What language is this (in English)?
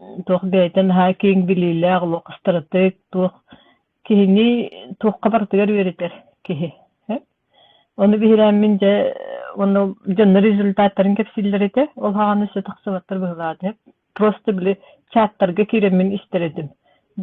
Yakut